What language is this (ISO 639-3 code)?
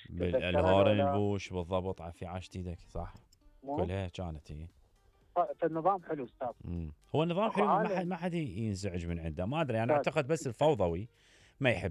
acm